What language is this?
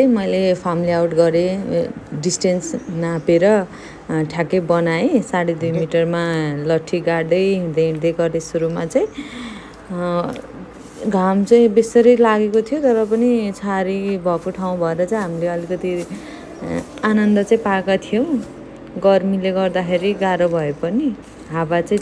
Nepali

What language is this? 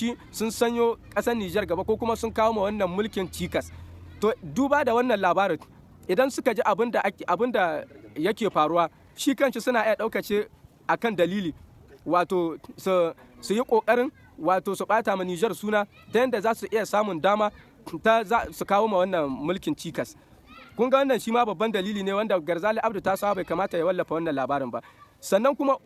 Hausa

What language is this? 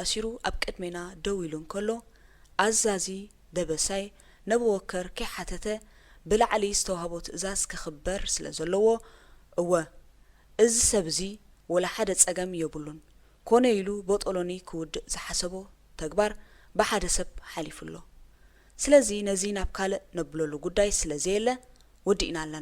Tigrinya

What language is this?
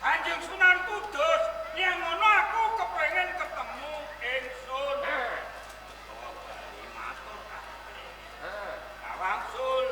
Javanese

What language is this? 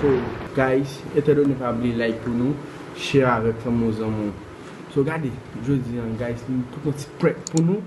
Haitian Creole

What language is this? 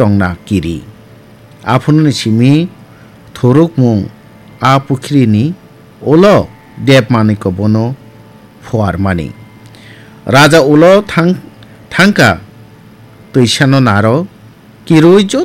Kok Borok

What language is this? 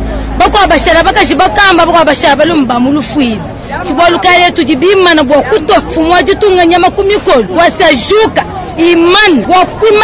Luba-Lulua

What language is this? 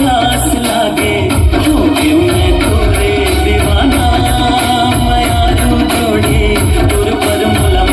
Chhattisgarhi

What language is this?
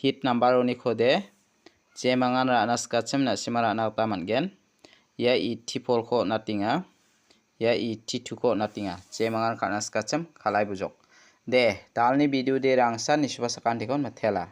Garo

